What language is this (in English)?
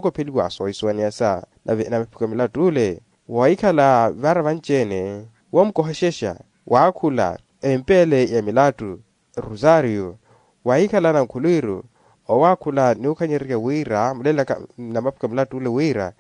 Makhuwa